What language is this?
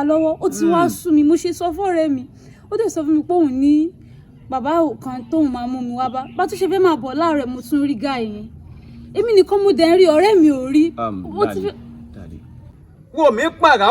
Yoruba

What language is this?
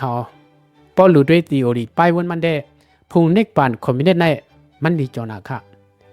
Shan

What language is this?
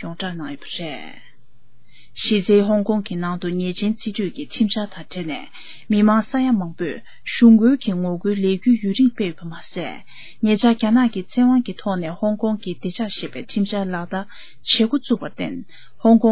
Tibetan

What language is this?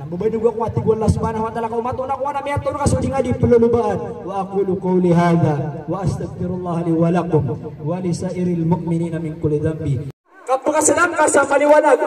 Maranao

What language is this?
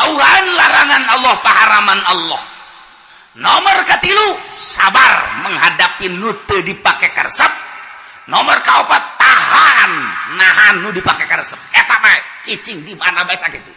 Sundanese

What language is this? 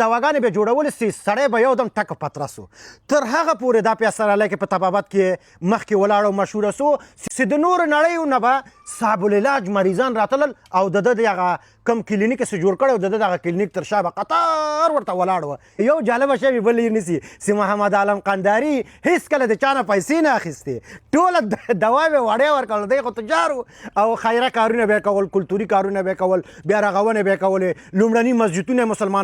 Pashto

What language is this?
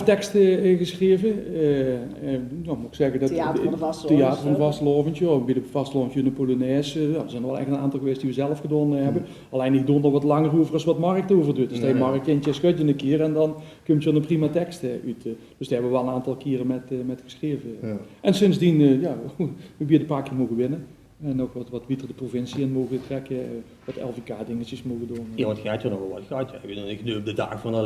Limburgish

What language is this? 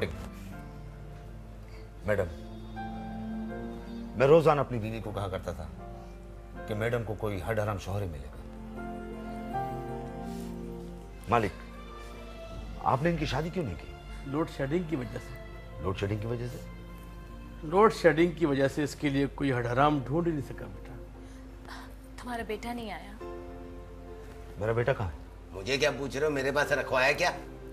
Hindi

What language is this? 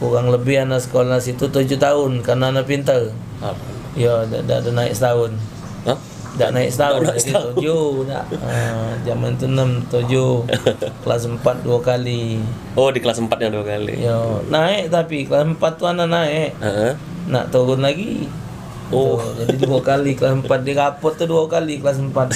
Musi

